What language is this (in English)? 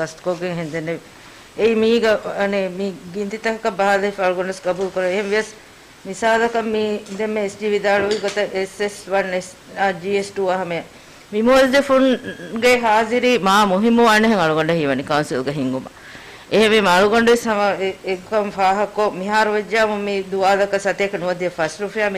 Divehi